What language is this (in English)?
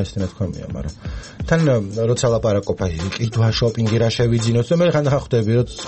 Georgian